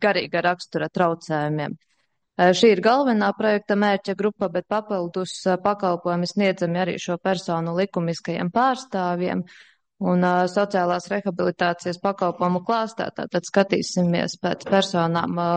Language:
Latvian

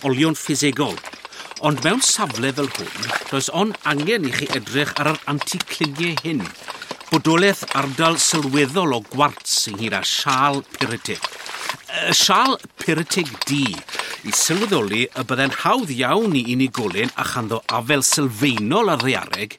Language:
Welsh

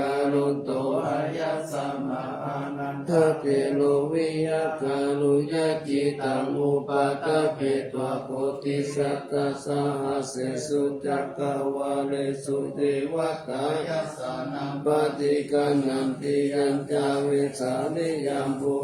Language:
Pali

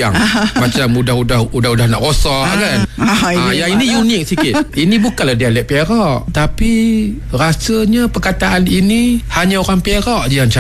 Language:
Malay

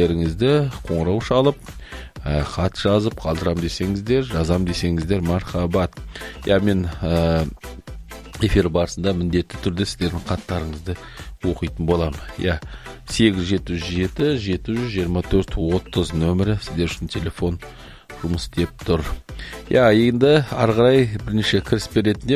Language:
Kazakh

